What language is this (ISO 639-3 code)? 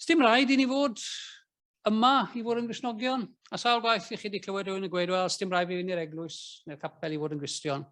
cym